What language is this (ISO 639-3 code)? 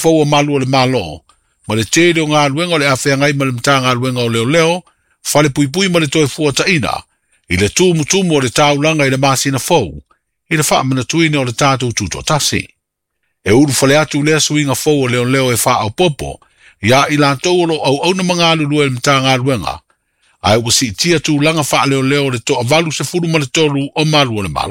smo